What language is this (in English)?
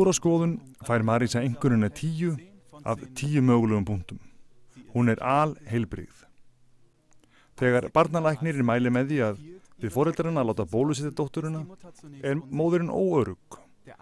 Icelandic